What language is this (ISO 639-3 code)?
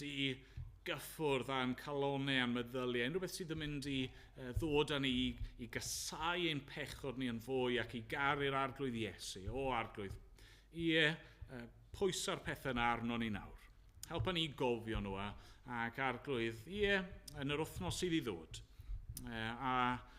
cym